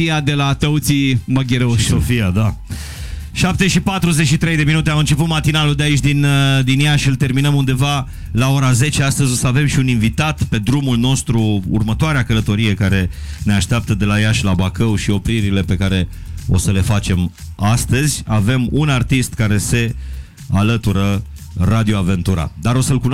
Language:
Romanian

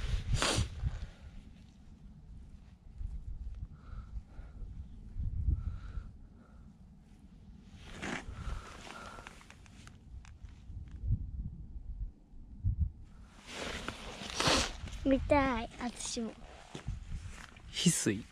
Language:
Japanese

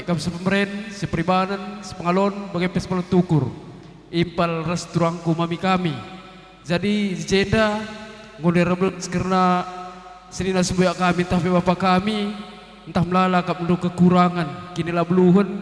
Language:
Batak Karo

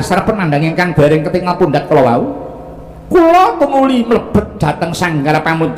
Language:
Javanese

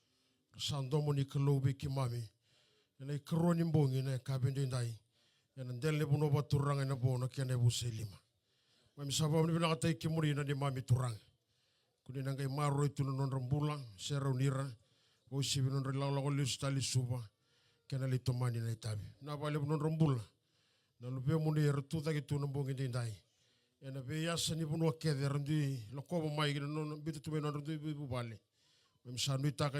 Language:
Fijian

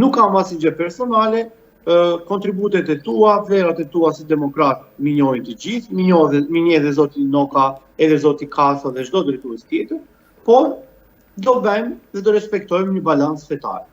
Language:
Albanian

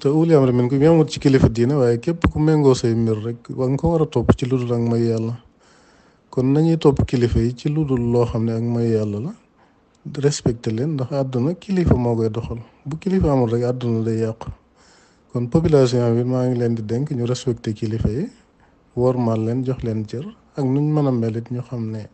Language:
Wolof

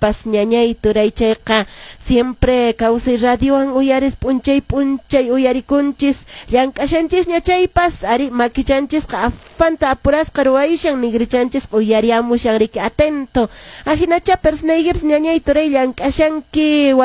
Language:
Quechua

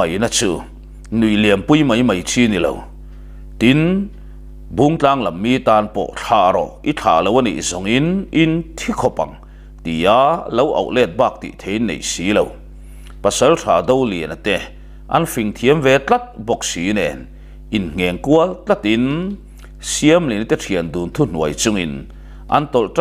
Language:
Mizo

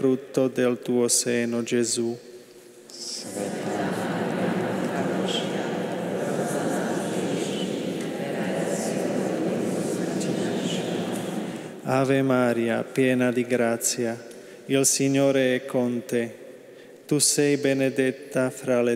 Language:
Slovak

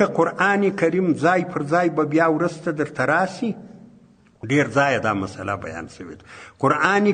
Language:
Pashto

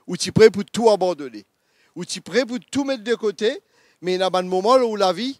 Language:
Morisyen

